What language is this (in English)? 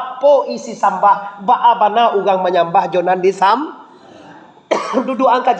Minangkabau